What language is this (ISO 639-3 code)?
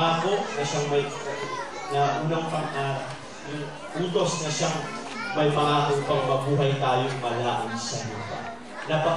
fil